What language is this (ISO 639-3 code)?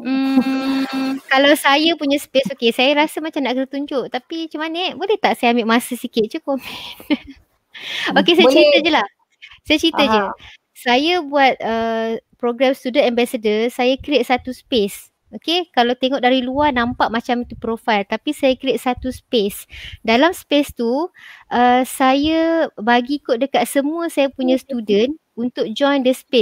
msa